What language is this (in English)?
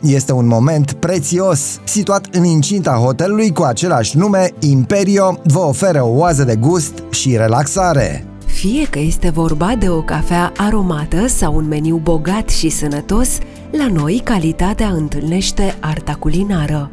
Romanian